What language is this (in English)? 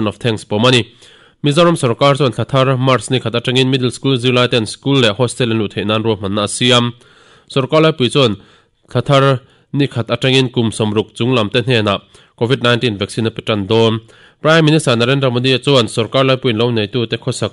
Mizo